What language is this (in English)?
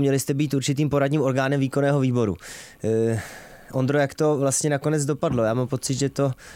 Czech